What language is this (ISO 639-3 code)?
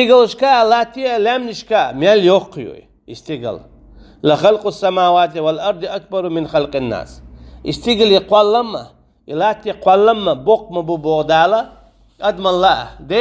che